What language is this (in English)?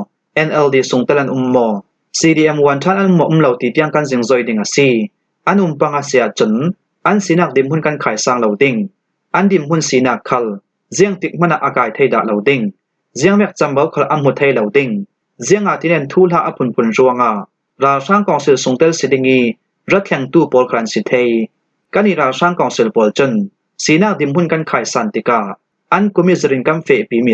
Falam Chin